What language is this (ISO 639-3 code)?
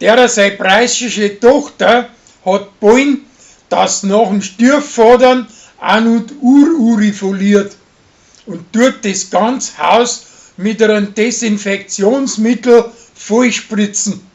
bar